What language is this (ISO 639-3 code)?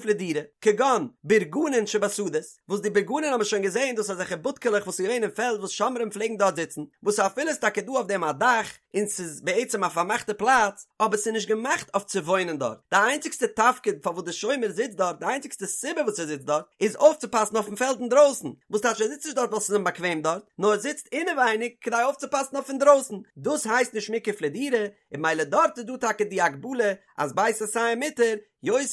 yid